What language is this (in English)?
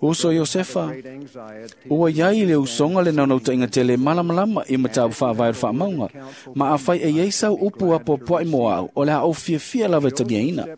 Samoan